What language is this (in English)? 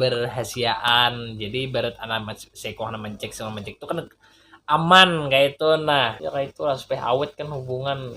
Banjar